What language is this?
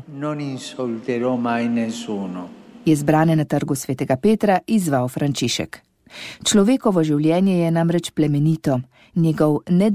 Slovenian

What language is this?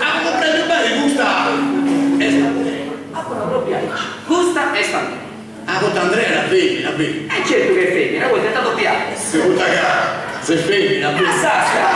Sardinian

